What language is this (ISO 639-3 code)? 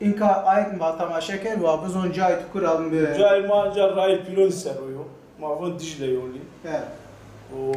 zza